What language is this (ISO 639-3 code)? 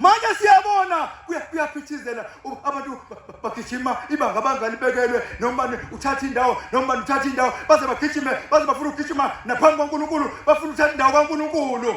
zul